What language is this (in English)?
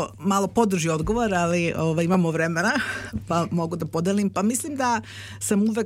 Serbian